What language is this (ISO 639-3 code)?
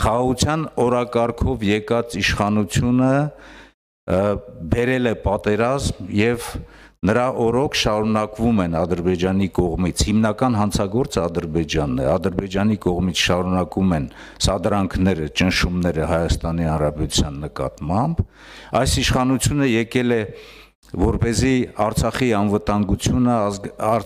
hye